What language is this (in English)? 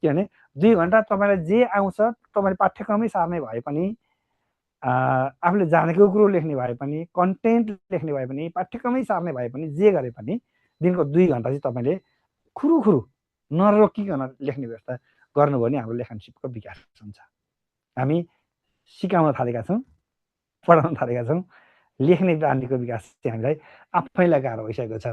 Nepali